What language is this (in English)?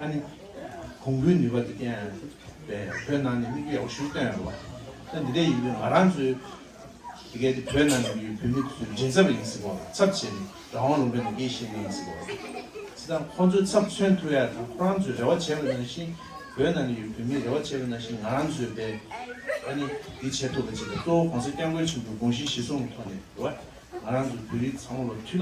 Tibetan